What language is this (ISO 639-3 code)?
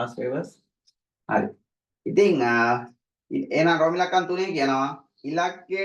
sin